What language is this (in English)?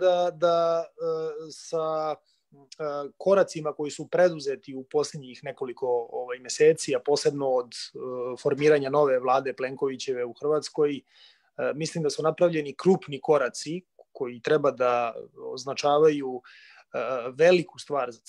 Serbian